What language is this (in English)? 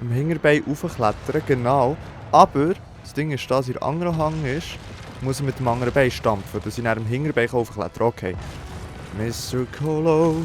Swiss German